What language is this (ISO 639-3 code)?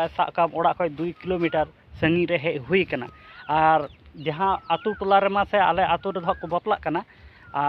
sat